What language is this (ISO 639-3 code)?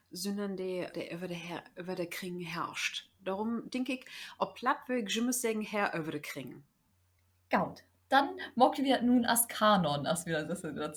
nds